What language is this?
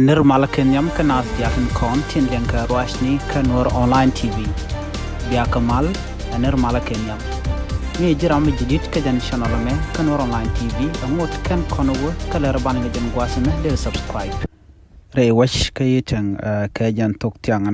Nuer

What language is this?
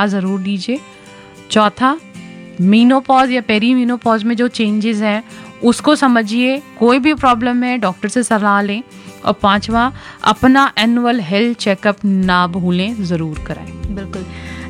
Hindi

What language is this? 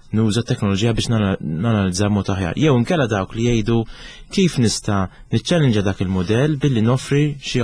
Maltese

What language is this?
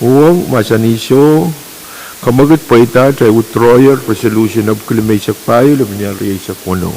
Pohnpeian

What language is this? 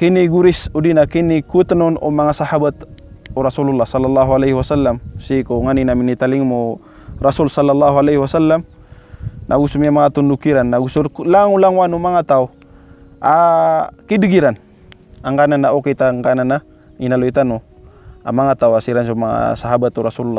Maranao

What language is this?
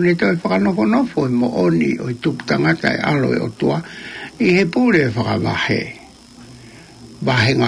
Tongan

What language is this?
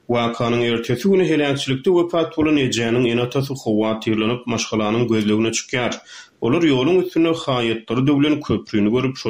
Turkmen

